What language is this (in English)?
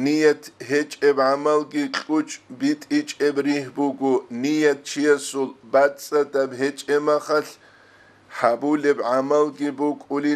Avaric